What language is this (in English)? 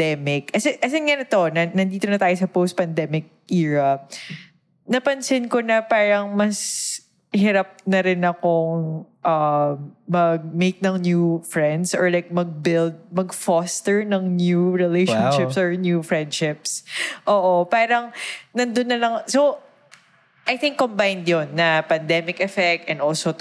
Filipino